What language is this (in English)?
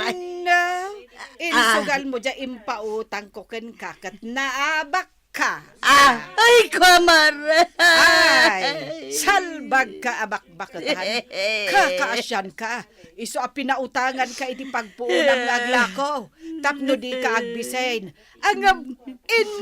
Iloko